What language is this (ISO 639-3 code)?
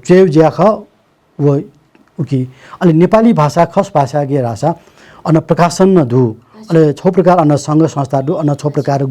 new